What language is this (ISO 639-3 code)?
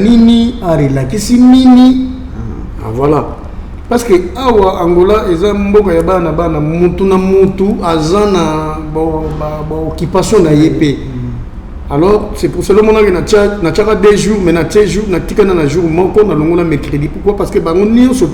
lin